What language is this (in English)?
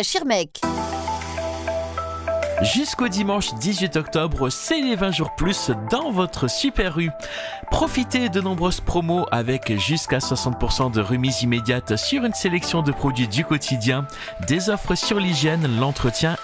French